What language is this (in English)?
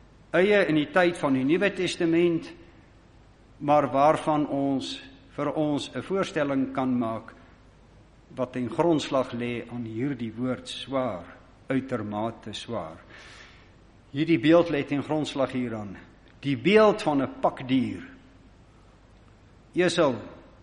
Afrikaans